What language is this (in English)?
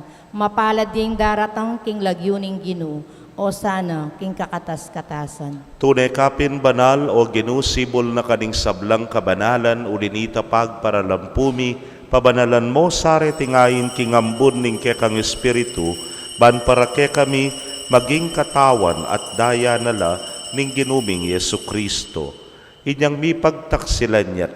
Pampanga